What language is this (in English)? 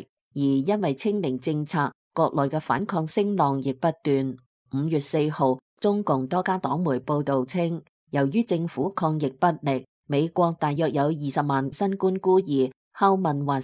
Cantonese